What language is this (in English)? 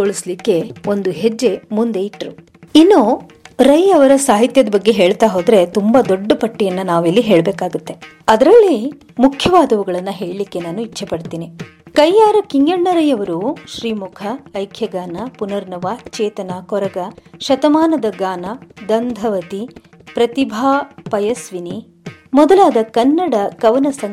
Kannada